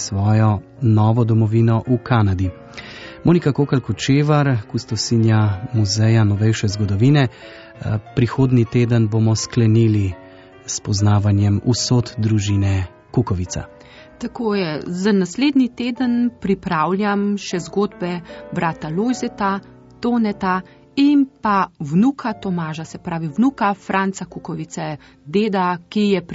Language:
Slovenian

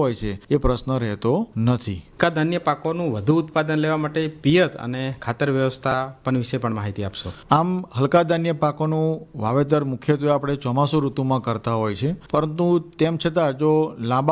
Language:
Gujarati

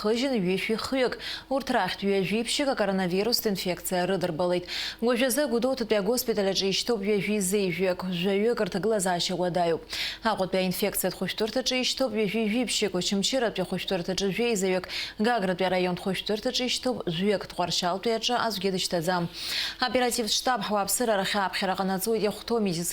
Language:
Abkhazian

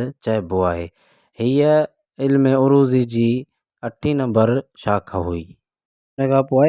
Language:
Sindhi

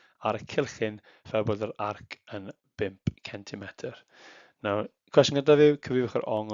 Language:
Welsh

